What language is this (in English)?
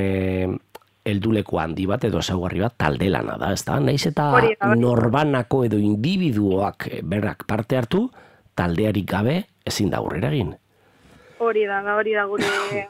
Basque